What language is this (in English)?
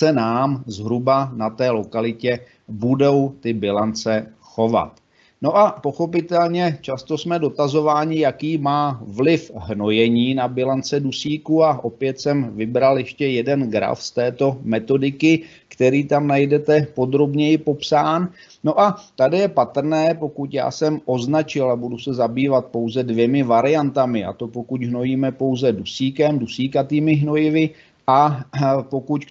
Czech